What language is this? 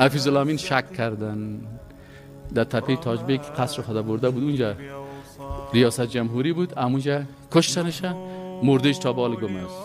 Persian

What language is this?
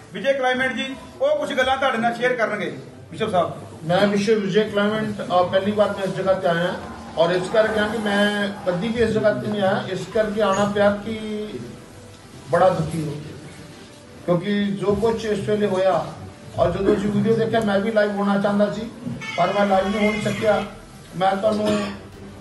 Punjabi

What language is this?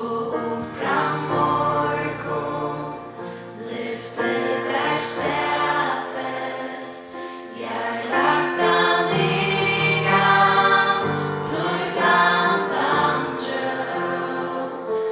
Faroese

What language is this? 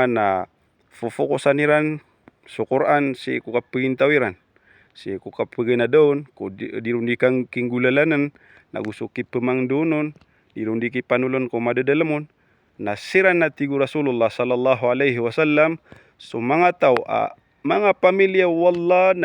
Maranao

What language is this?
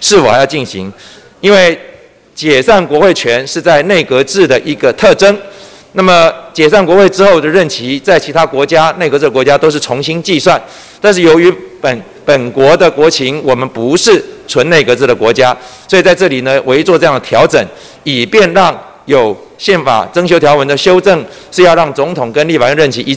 Chinese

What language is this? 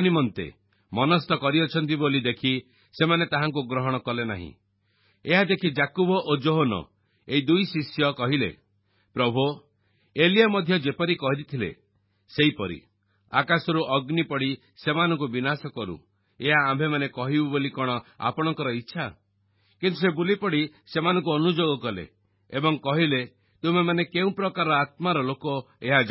Odia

